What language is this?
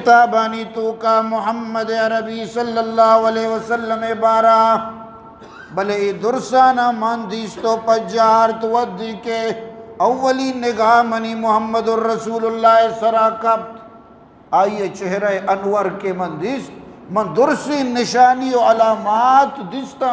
Eastern Balochi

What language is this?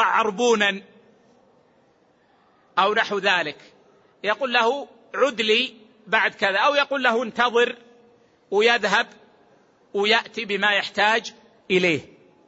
Arabic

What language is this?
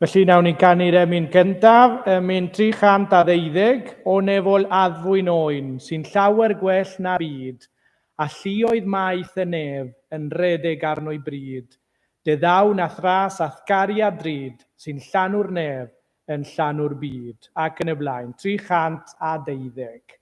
Welsh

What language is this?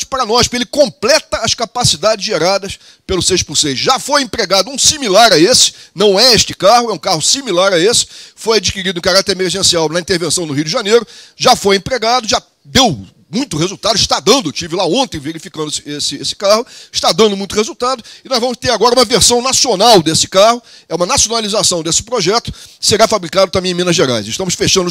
Portuguese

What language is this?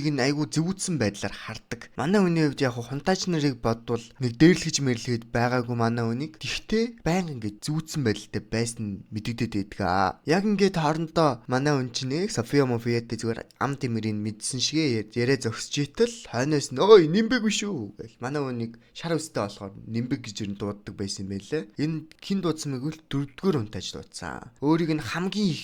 Mongolian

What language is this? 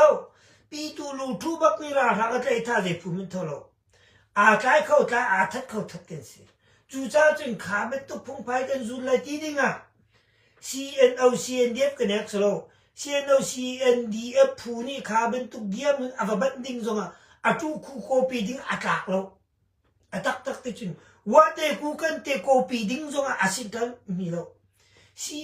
Hakha Chin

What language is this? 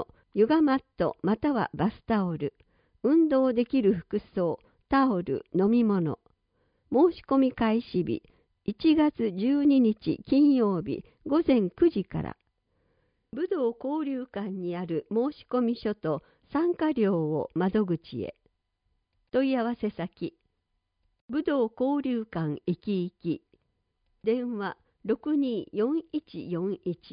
Japanese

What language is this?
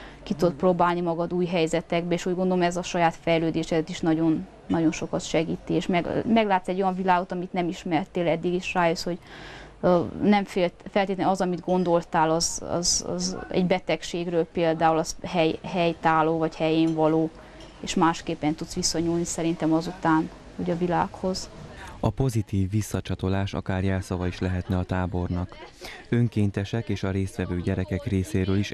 Hungarian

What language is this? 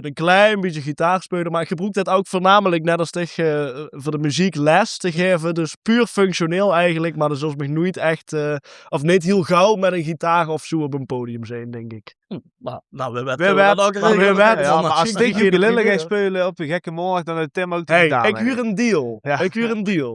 Limburgish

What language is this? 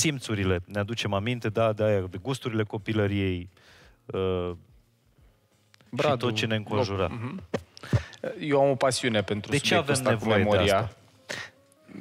Romanian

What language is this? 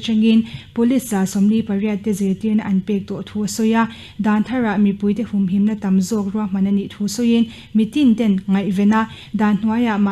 Mizo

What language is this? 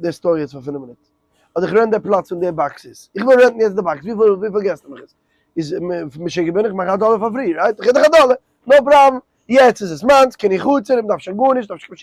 Yiddish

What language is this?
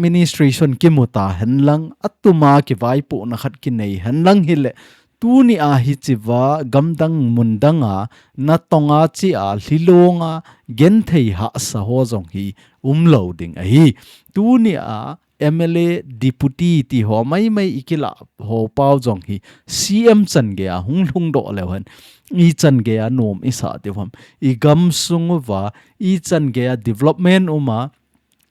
Thado Chin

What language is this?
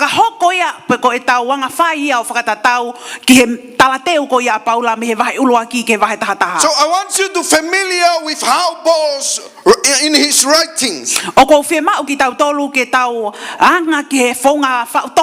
Tongan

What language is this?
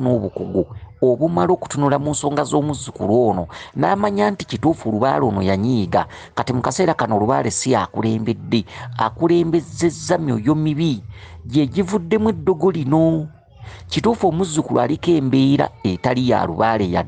Ganda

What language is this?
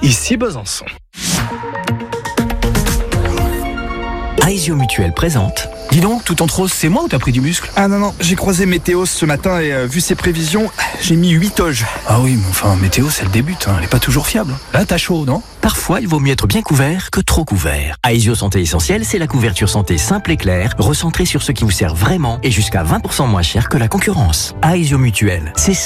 French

